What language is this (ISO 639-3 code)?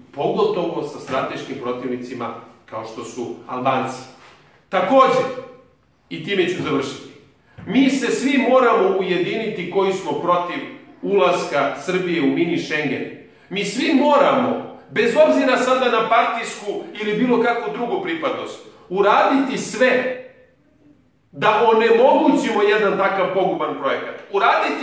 srp